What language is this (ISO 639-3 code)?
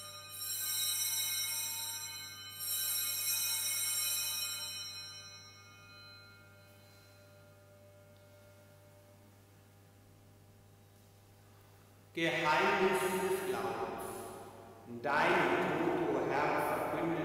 deu